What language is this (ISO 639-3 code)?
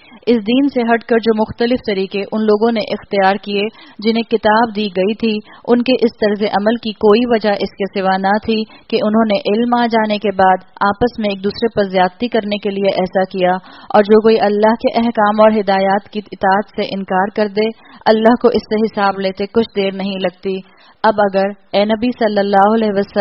urd